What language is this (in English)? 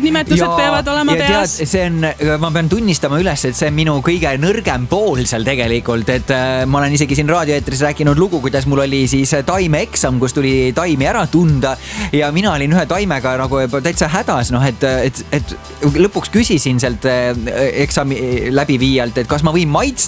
Estonian